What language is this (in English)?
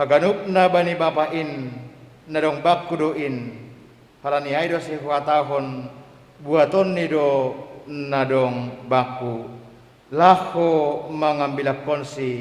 Batak Simalungun